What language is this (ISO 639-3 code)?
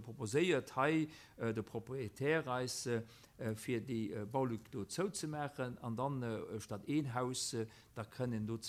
ltz